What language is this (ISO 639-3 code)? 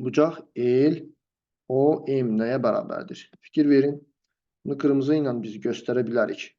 aze